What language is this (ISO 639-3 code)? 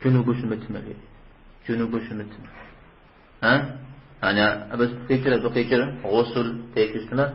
kbd